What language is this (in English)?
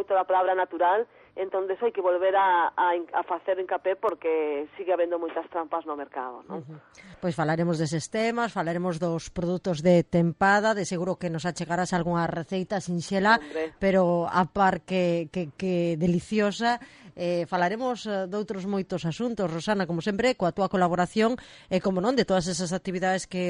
Galician